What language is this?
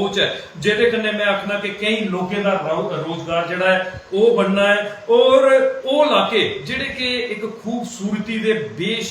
Dogri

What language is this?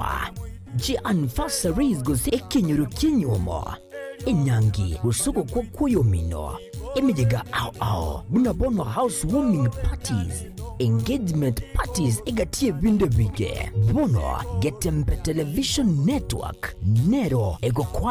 Gusii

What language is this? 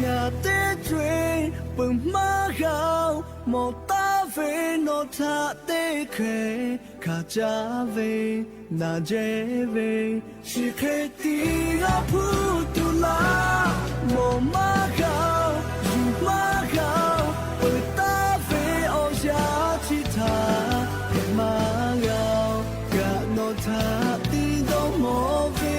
Lahu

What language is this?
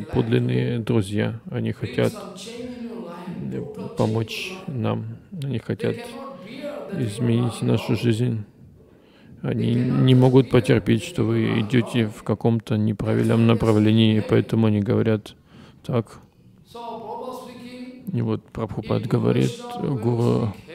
Russian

